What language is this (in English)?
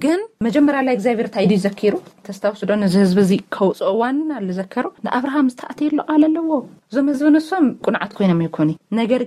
Tigrinya